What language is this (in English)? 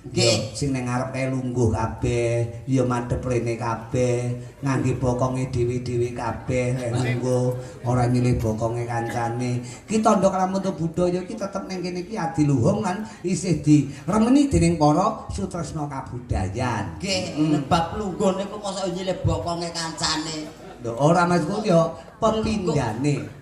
Javanese